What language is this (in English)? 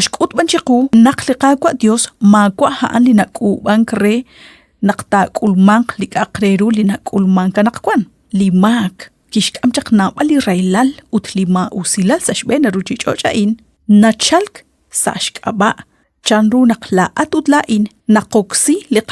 Kekchí